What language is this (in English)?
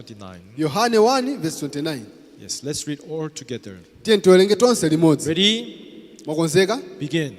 Nyanja